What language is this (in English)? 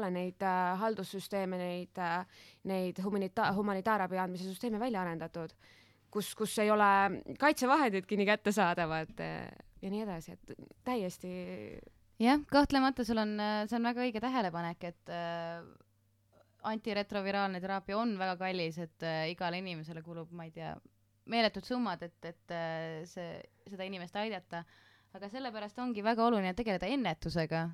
Estonian